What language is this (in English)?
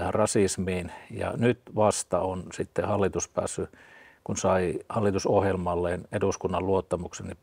Finnish